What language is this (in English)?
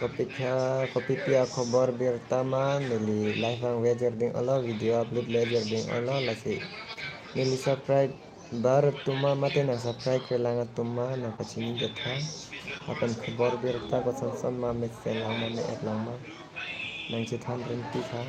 Karbi